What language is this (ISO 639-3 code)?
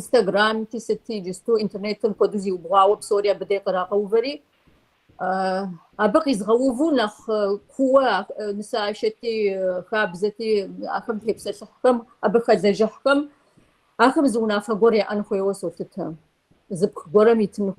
kbd